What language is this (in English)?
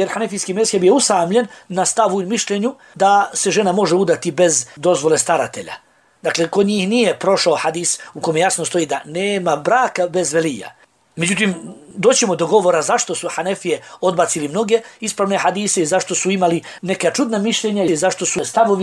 Bosnian